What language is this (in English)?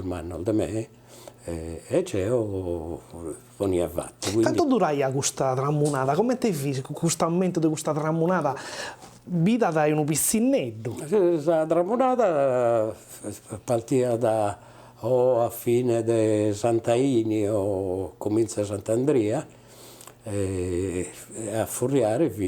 Sardinian